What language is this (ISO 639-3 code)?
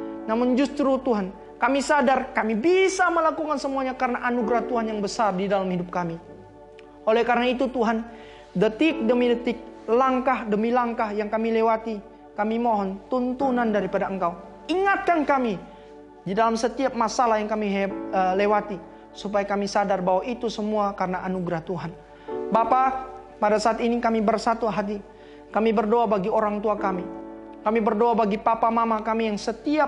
ind